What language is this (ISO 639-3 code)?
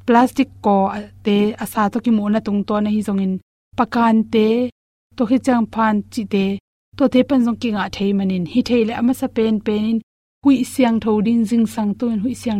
ctd